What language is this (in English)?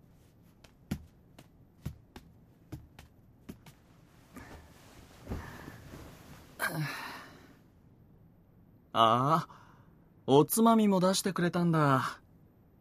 Japanese